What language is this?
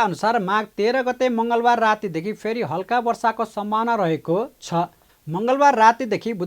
Nepali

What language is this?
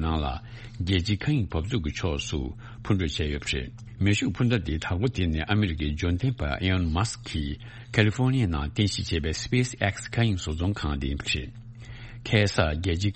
Tibetan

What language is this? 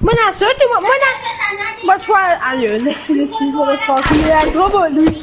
Morisyen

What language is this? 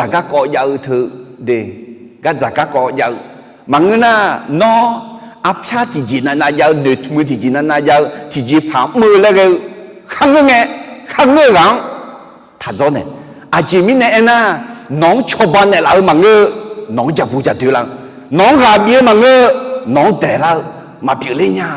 Akha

